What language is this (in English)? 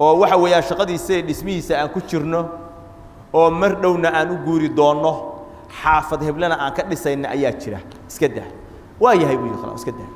Somali